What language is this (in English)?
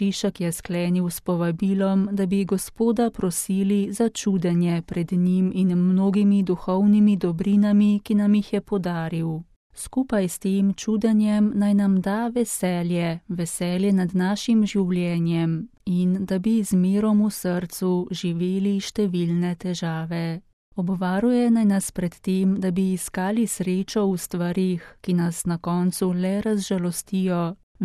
Slovenian